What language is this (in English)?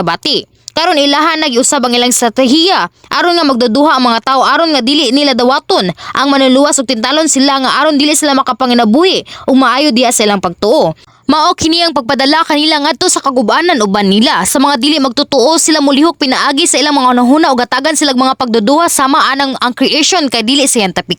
Cebuano